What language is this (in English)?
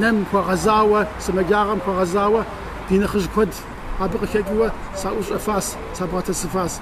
Kabardian